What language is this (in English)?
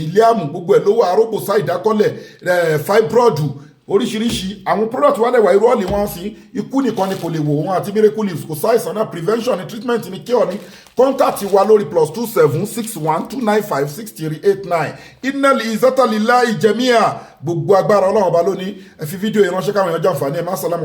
Yoruba